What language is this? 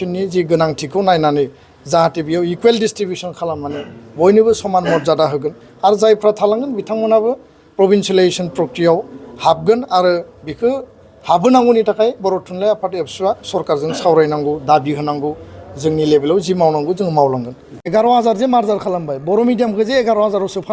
Bodo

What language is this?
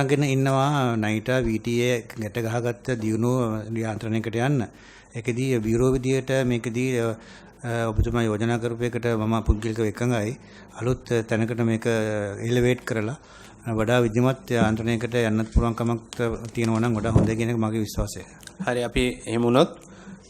Sinhala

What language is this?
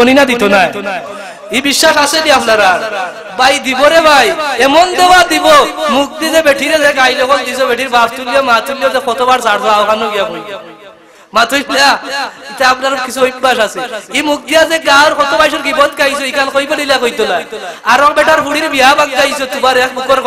Sylheti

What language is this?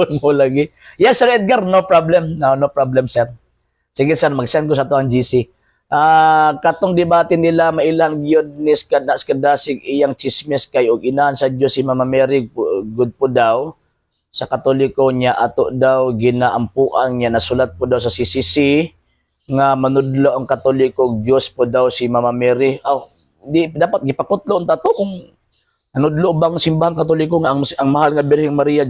Cebuano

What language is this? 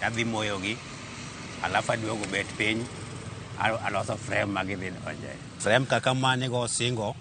Luo (Kenya and Tanzania)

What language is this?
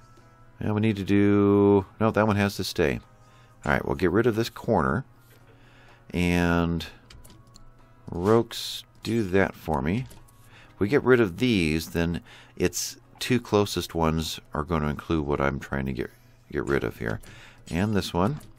English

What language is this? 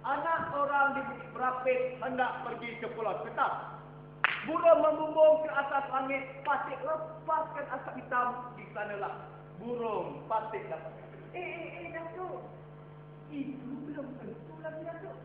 Minangkabau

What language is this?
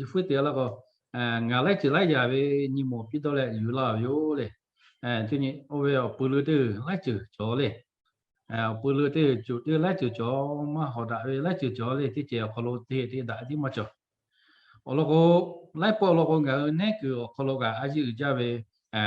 Lahu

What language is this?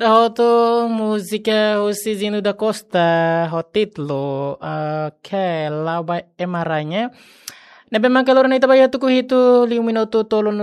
Tetum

